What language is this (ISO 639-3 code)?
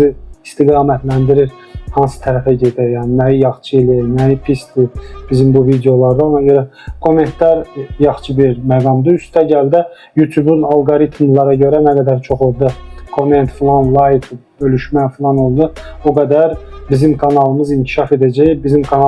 aze